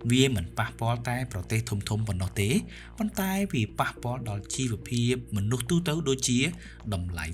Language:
Khmer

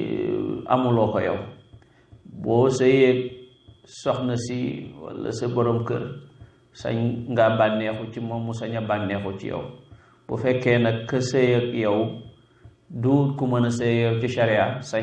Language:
Wolof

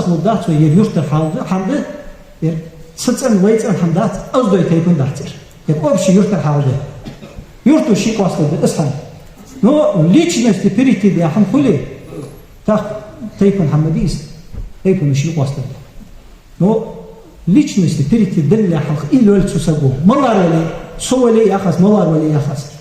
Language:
Ingush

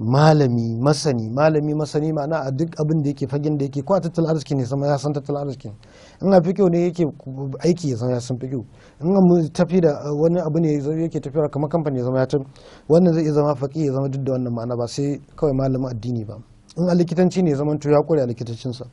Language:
Hausa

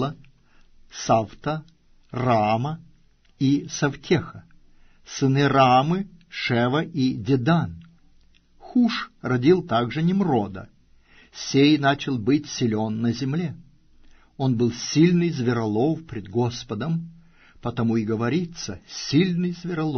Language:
Russian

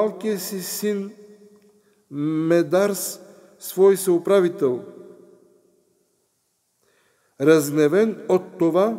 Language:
Bulgarian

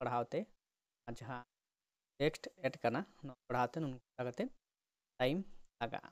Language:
Santali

